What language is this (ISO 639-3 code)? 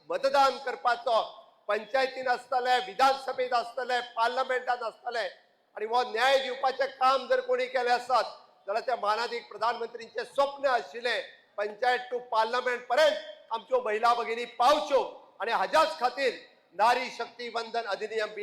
kok